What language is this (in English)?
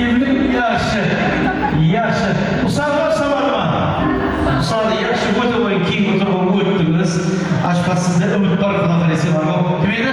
Kara-Kalpak